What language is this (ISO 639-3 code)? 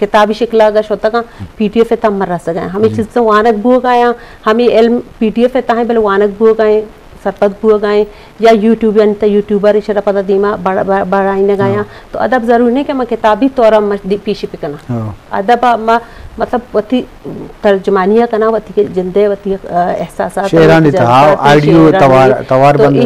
bgp